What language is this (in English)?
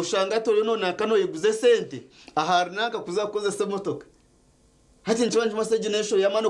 Nyankole